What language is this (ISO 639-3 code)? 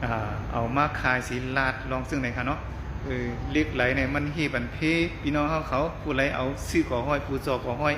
shn